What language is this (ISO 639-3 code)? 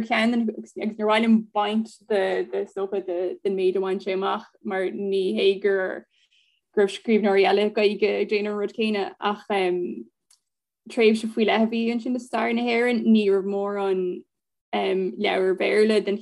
gle